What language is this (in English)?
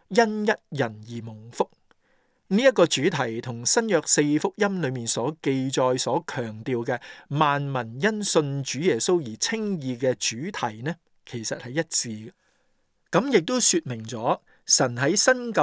Cantonese